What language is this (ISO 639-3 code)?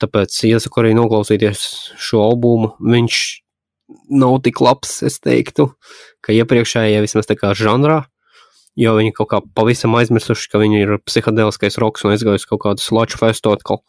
lav